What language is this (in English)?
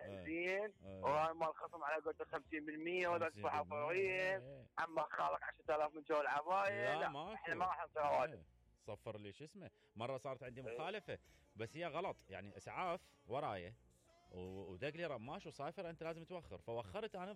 Mesopotamian Arabic